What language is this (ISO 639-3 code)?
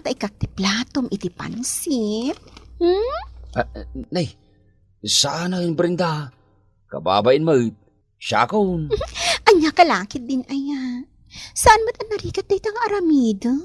ilo